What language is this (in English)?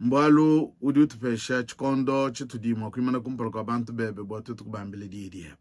Luba-Lulua